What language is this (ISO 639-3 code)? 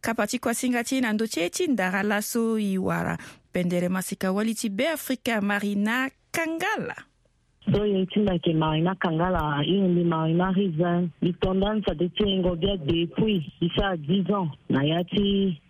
sag